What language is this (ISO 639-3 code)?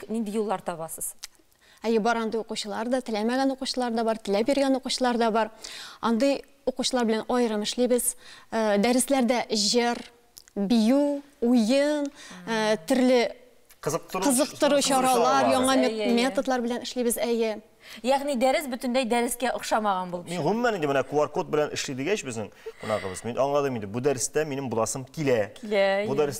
tat